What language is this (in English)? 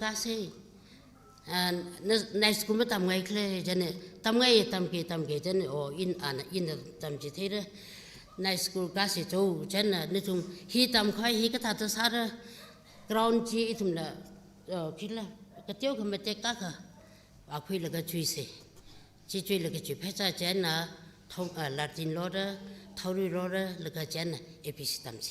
Tangkhul Naga (India)